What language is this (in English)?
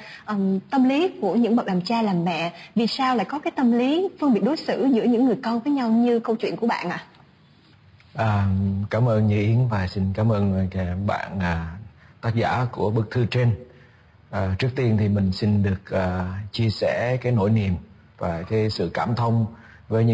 Vietnamese